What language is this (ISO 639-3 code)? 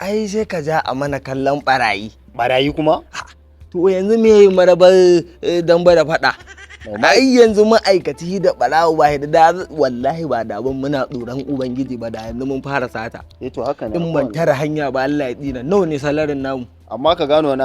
hau